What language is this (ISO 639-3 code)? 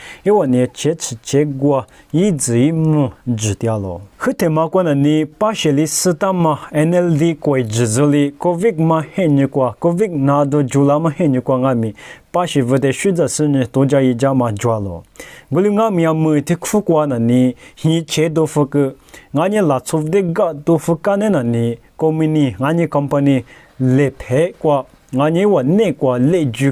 lis